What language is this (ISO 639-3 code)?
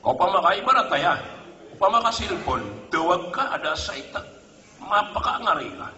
mrw